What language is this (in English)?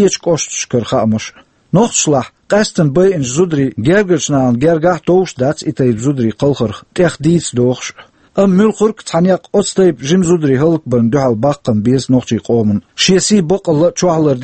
Chechen